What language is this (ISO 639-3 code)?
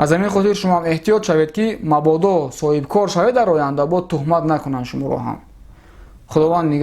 tgk